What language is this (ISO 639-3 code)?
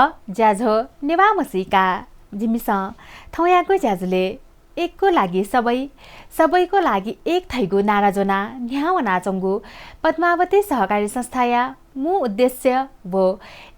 new